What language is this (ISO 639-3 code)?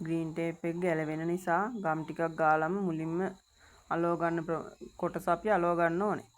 sin